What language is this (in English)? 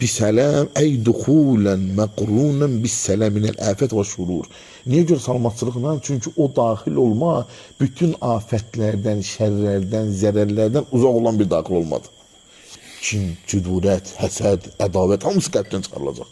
Azerbaijani